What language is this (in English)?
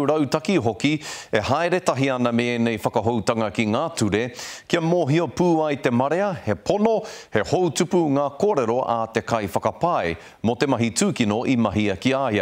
Māori